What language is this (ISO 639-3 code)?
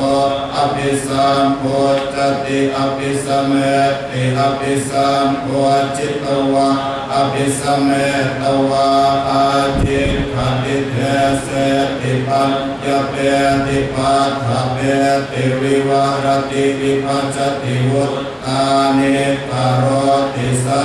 pli